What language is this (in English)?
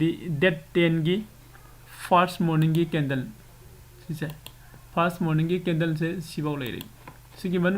Manipuri